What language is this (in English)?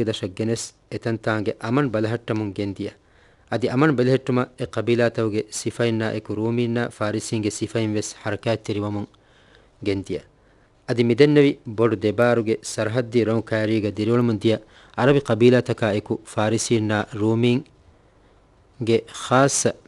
Divehi